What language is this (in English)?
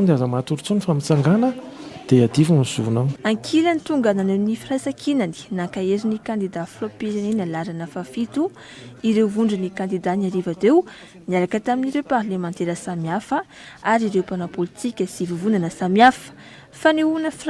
Malagasy